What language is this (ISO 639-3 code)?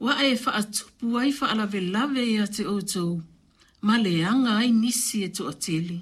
smo